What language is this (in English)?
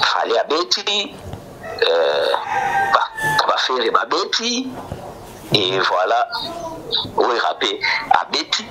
Lingala